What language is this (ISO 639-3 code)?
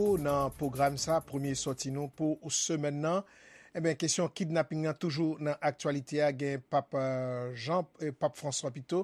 hat